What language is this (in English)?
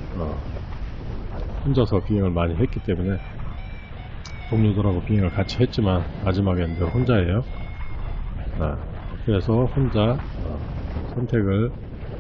Korean